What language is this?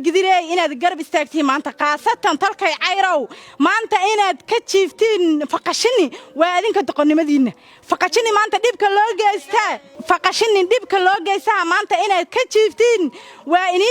Somali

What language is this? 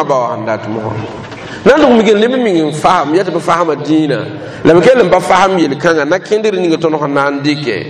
Mossi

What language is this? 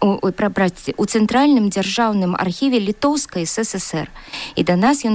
Belarusian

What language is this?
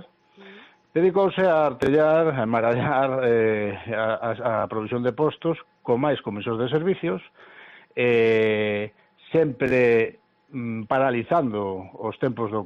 Galician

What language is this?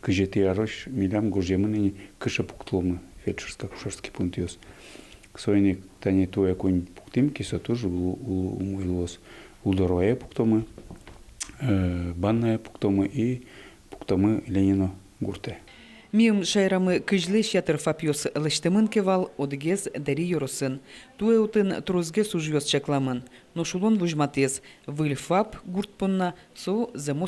Udmurt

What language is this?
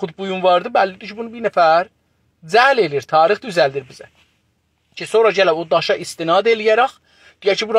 South Azerbaijani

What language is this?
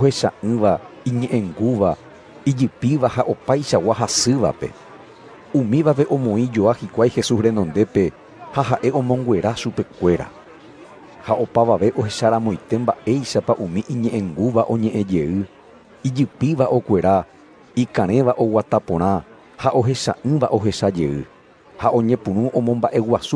Guarani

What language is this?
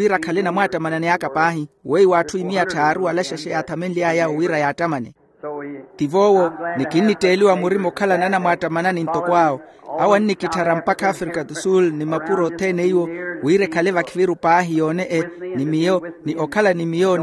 Makhuwa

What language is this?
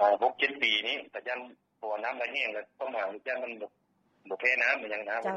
Lao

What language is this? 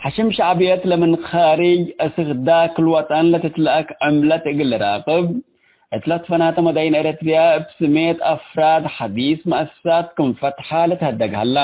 Tigre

